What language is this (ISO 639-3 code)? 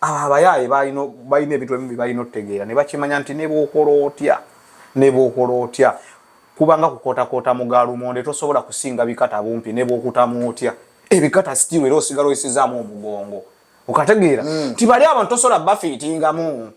lug